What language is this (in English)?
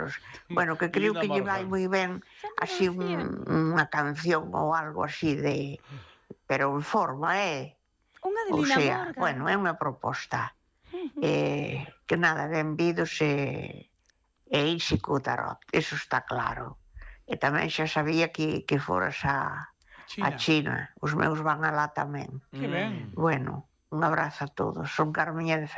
Galician